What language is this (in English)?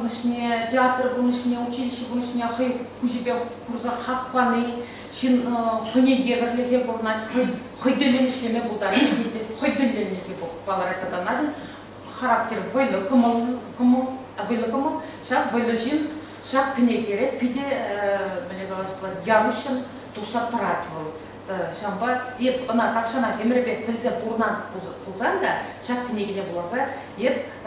Chuvash